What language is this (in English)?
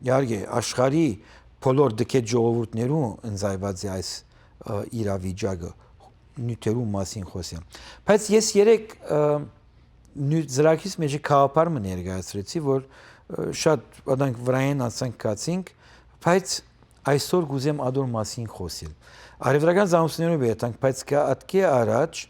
Western Armenian